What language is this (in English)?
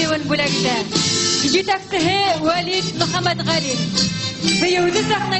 Bashkir